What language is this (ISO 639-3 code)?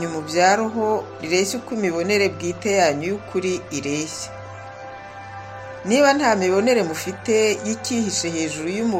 kin